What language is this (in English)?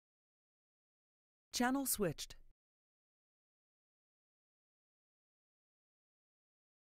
German